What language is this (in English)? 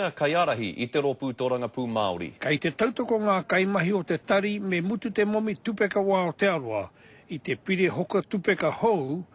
Māori